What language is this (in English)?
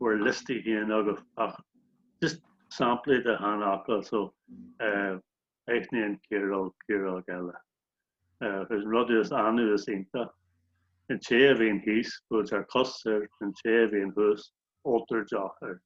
Irish